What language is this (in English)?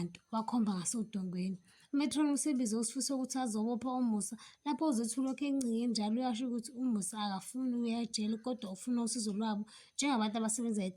Zulu